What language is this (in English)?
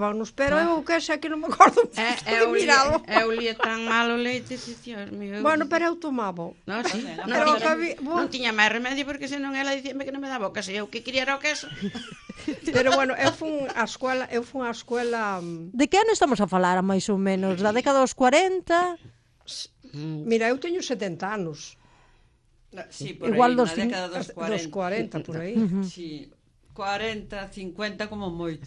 Galician